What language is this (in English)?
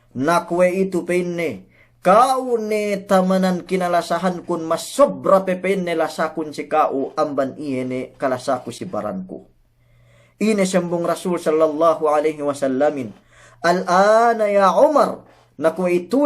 Yakan